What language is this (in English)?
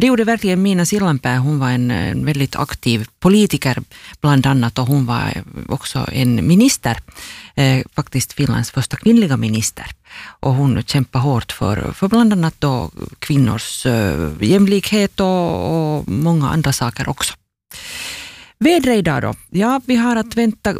Swedish